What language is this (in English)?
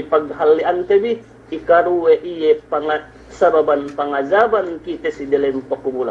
Yakan